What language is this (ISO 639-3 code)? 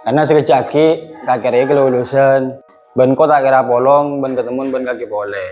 mad